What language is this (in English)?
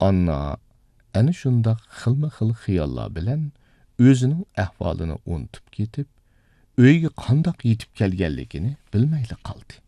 Uyghur